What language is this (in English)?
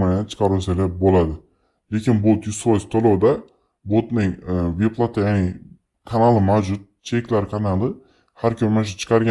Uzbek